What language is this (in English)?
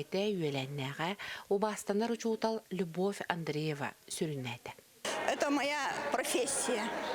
Yakut